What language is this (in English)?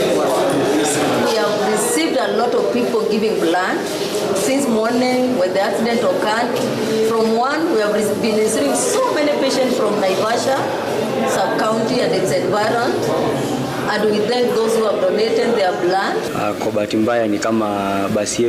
Gusii